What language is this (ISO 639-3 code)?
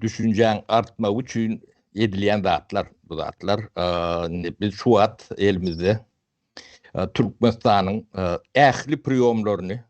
tuk